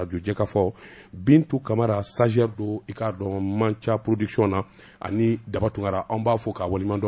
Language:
Bambara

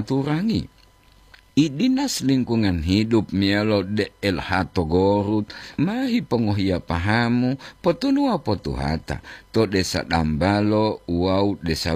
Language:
Gorontalo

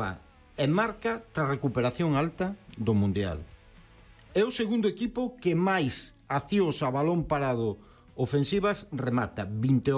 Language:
Galician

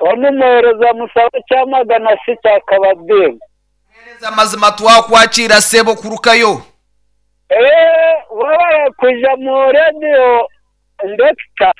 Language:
Nyankole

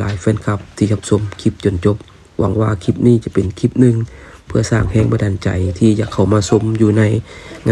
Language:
Lao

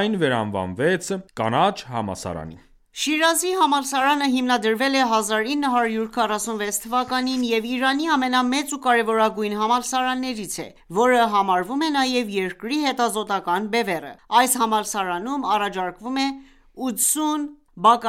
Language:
Armenian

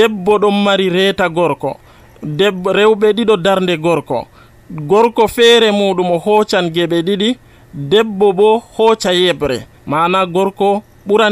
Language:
Nigerian Fulfulde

